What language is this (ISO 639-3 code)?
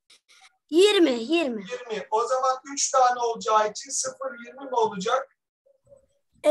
tur